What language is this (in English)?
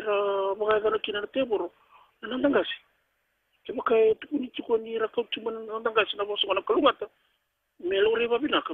Fijian